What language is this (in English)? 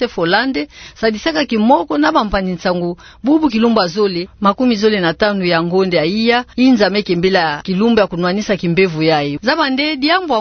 Kituba (Democratic Republic of Congo)